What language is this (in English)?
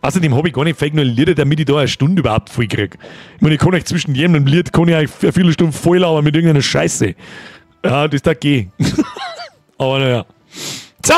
Bavarian